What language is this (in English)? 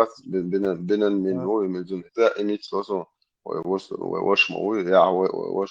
Chechen